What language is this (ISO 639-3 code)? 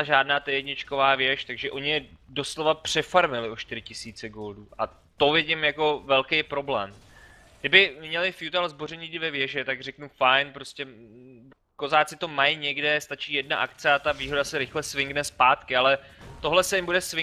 ces